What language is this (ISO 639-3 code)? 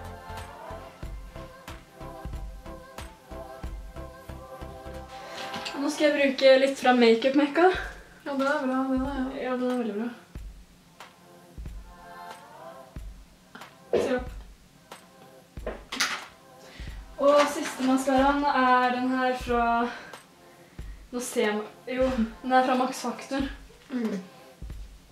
nor